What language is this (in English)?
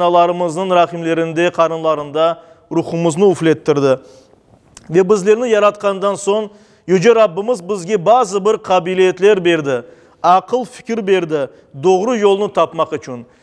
Crimean Tatar